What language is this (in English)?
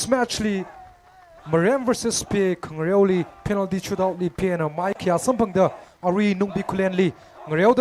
Tangkhul Naga (India)